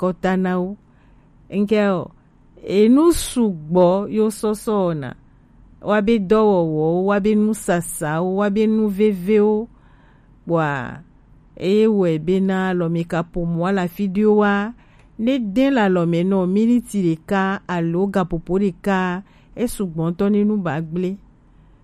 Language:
Gen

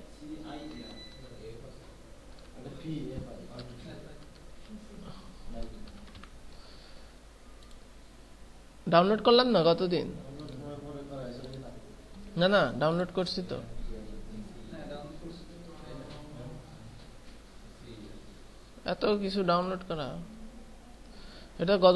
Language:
Bangla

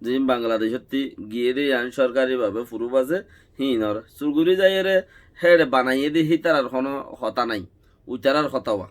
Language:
Rohingya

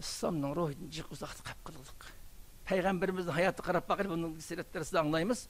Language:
Uyghur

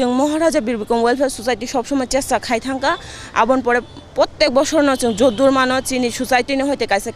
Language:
Kok Borok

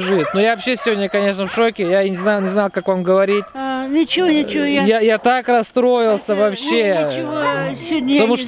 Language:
Russian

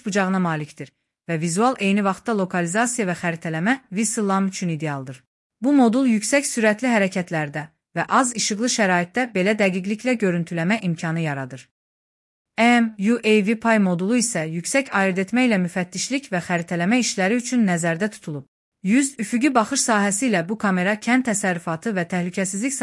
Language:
Azerbaijani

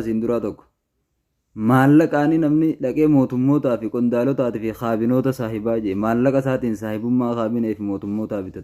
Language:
Oromo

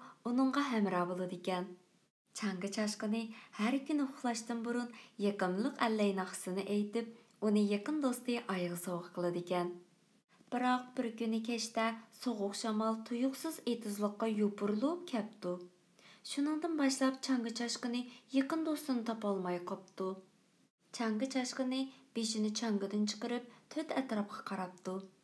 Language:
Uyghur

